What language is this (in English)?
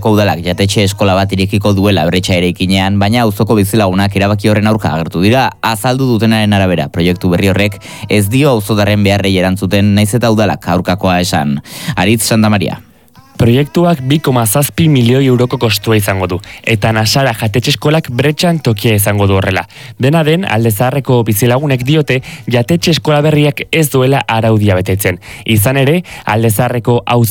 Basque